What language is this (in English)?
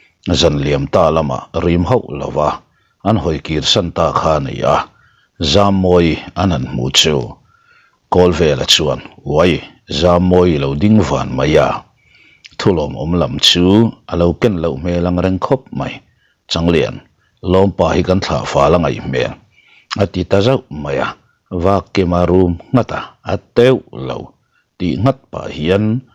Mizo